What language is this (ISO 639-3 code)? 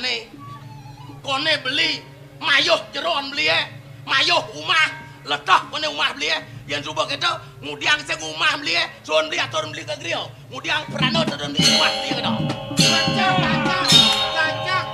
ban